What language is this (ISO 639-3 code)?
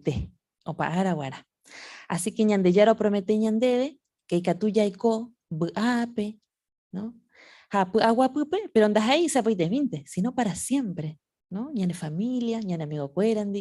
grn